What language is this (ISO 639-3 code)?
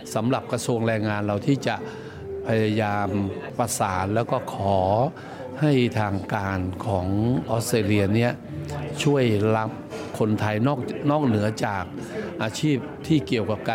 tha